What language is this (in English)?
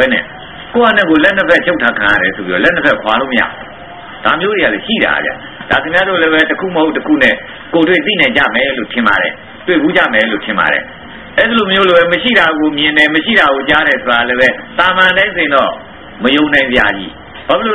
Burmese